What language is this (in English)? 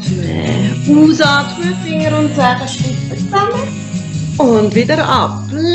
Swiss German